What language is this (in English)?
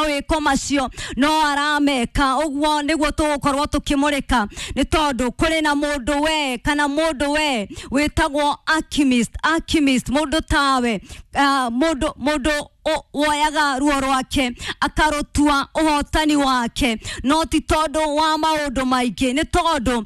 Kikuyu